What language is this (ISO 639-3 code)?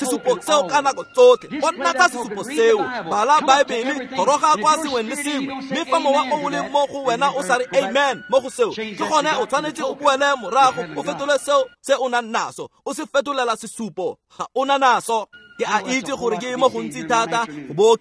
tsn